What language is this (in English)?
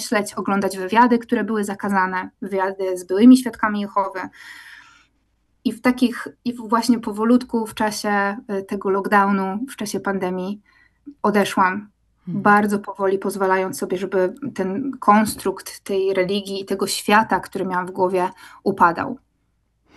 Polish